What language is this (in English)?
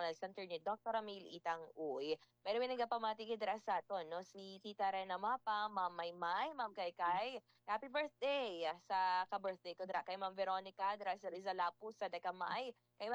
Hiligaynon